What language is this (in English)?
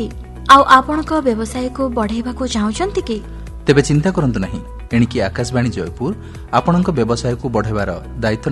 Odia